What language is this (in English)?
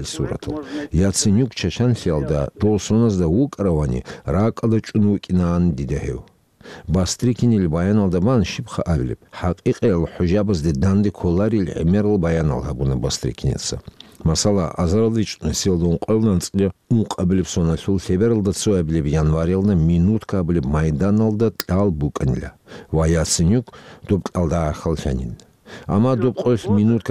Avaric